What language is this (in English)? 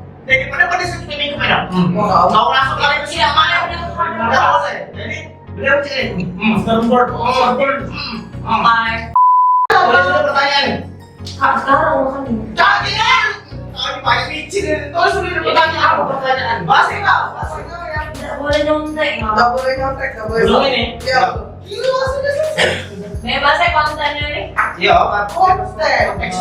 Musi